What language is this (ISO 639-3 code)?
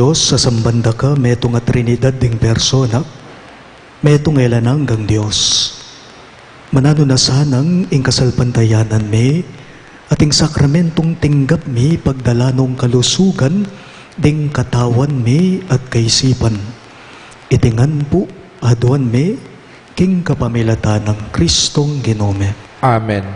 pam